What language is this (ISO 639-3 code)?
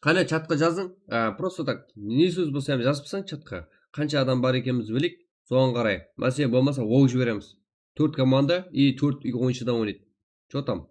kaa